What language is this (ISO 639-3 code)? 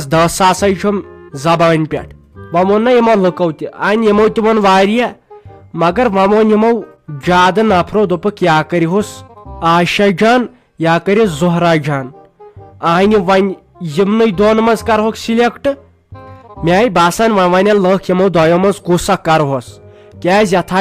kas